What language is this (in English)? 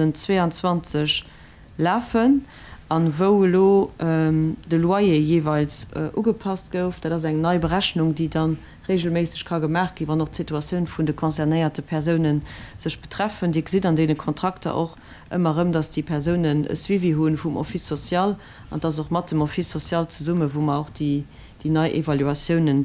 Luxembourgish